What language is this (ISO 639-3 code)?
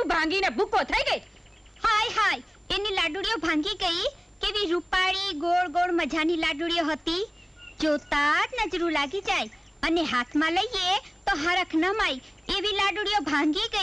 guj